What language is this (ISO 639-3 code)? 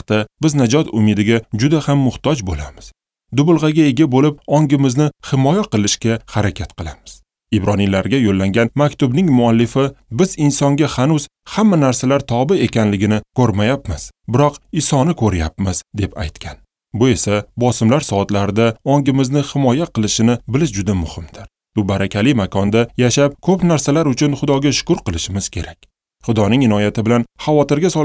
uzb